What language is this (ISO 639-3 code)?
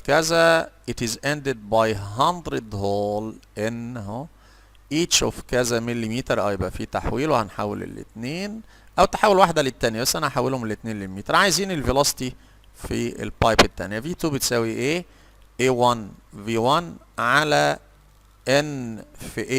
arz